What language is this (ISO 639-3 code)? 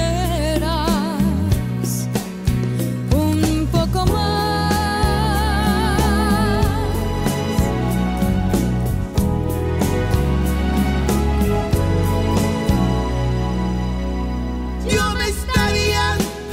spa